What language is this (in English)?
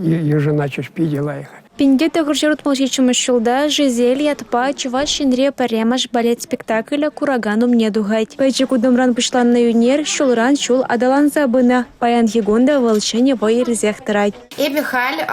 Chuvash